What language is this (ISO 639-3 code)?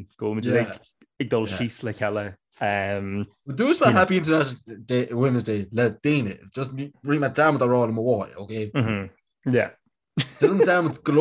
gle